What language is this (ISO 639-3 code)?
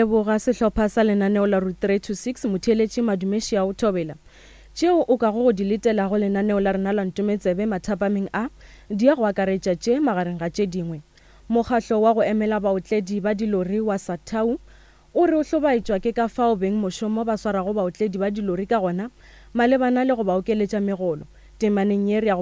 nso